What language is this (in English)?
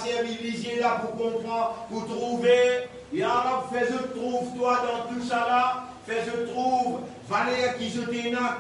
Morisyen